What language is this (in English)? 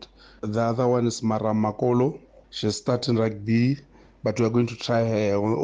Tswana